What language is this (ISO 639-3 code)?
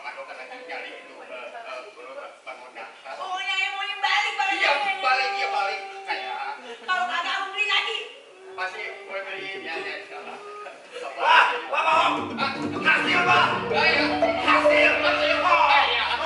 bew